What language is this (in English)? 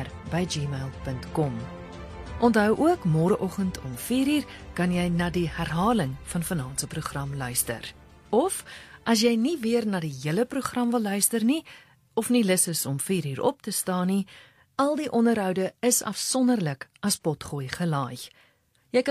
Afrikaans